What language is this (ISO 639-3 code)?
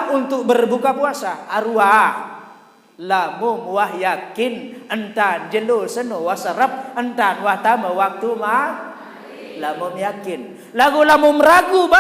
sas